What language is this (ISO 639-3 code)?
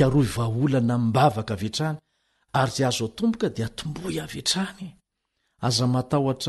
mlg